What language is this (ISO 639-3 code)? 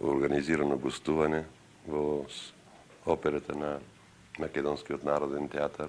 mkd